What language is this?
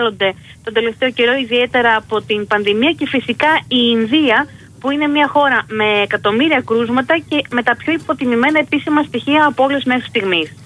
Greek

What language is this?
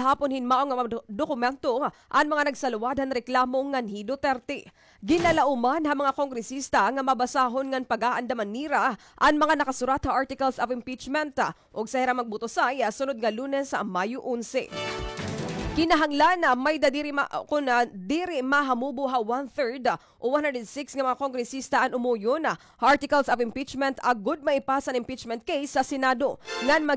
Waray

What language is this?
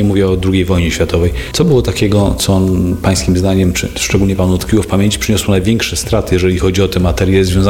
Polish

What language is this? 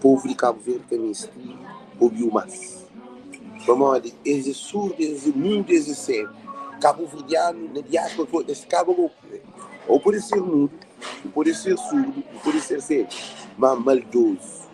Kabuverdianu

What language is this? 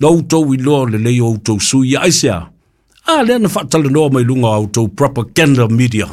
Samoan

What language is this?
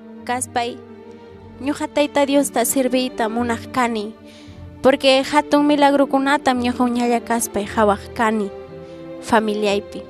Ayacucho Quechua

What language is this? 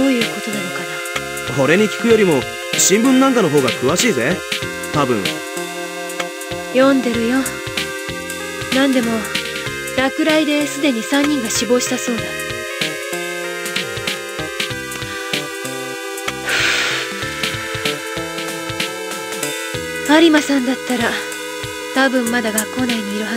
Japanese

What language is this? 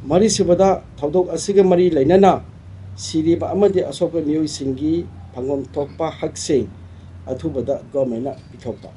Manipuri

